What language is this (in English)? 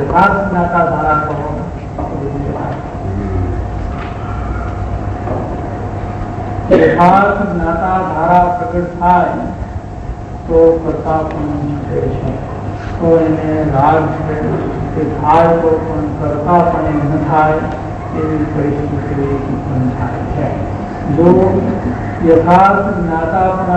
Gujarati